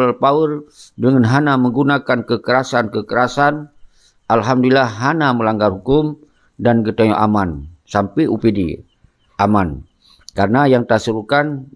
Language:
Achinese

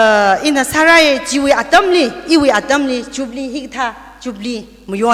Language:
Tangkhul Naga (India)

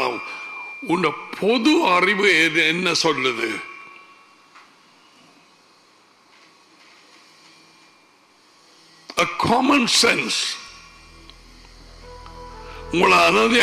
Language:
Tamil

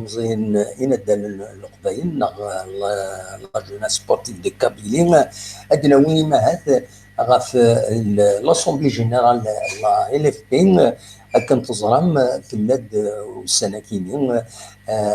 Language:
Kabyle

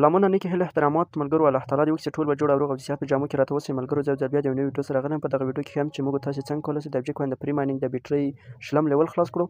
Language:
Pashto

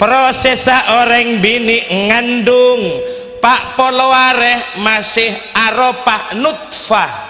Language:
Madurese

